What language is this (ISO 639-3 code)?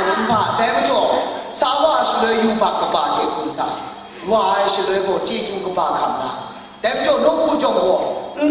kac